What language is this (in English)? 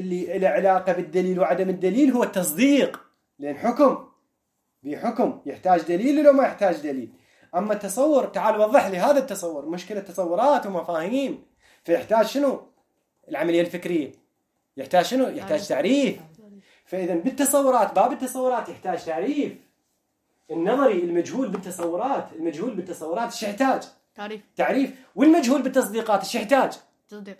Mesopotamian Arabic